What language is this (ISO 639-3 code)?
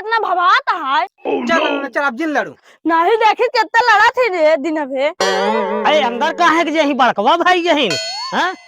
awa